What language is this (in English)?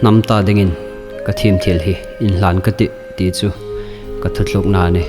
Hmar